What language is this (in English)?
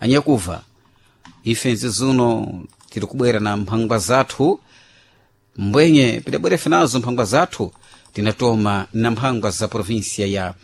Sena